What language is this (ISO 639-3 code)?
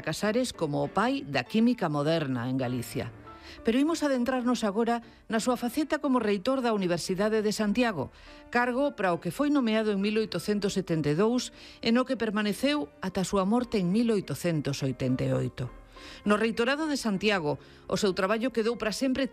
glg